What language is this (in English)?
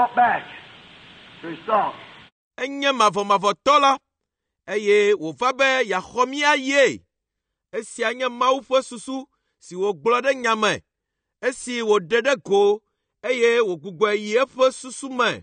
Ewe